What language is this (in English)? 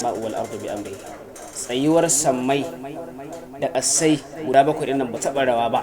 Hausa